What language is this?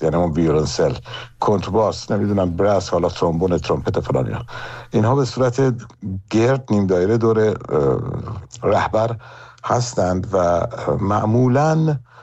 Persian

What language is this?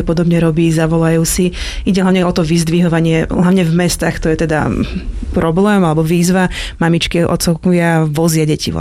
Slovak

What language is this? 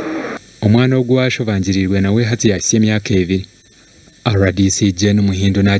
Nyankole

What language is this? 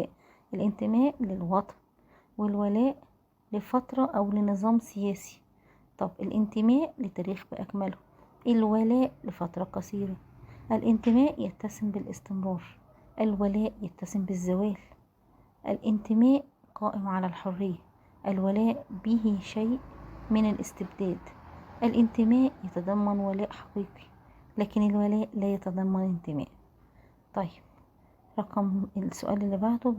Egyptian Arabic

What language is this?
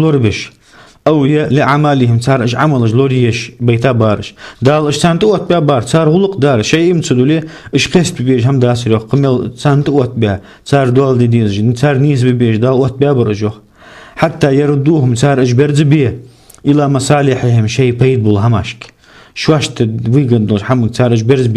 Ingush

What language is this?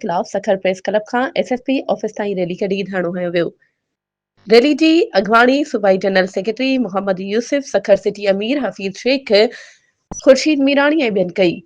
Sindhi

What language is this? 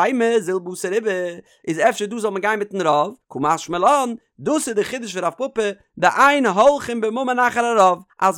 Yiddish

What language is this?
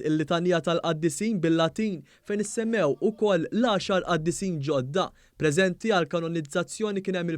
Maltese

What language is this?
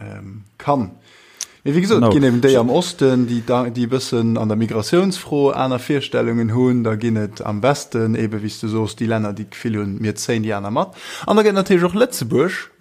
Luxembourgish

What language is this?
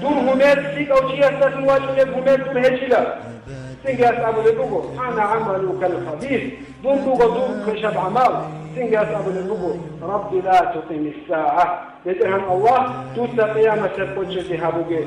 Avaric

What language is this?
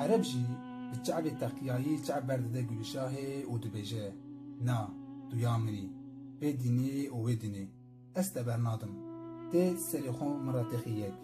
Kurdish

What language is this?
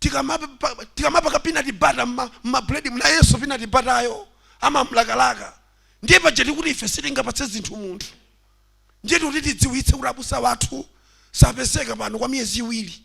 Nyanja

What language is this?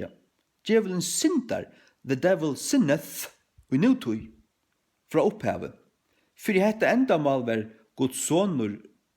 Faroese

